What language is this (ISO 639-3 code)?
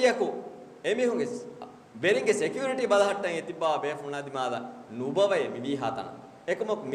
div